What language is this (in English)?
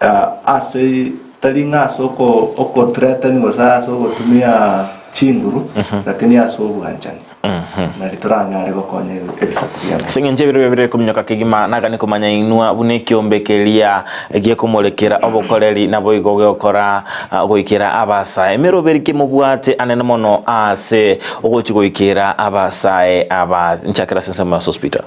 Gusii